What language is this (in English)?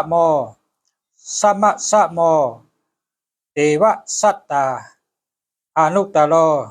Shan